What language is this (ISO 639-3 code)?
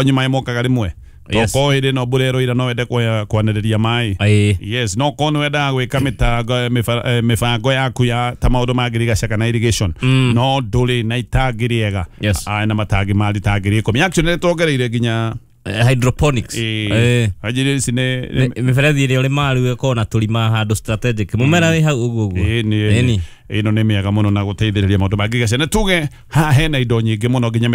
kik